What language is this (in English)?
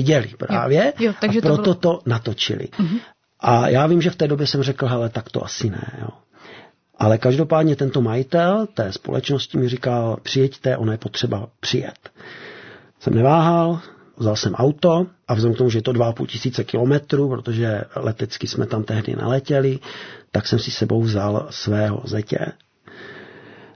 Czech